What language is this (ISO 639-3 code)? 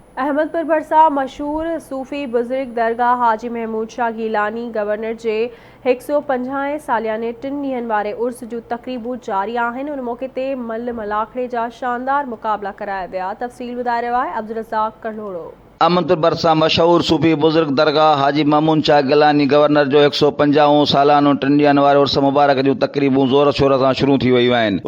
snd